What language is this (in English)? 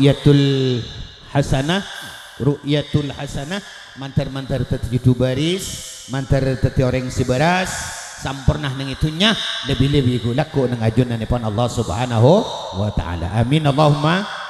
Madurese